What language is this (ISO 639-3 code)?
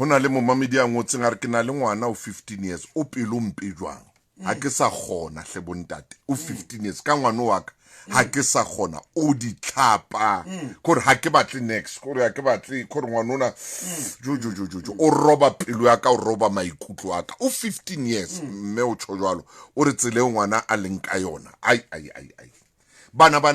sot